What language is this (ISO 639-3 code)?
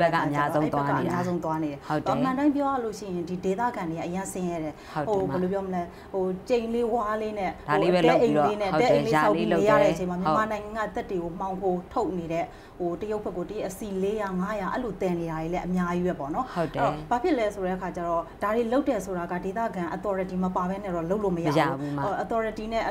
mya